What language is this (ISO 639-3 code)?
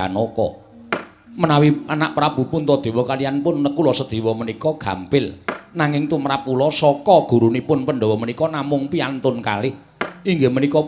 jav